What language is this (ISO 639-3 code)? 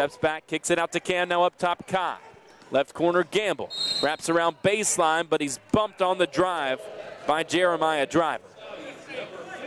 eng